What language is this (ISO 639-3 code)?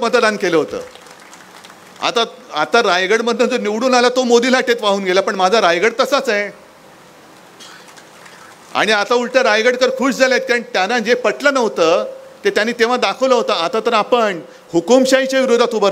mar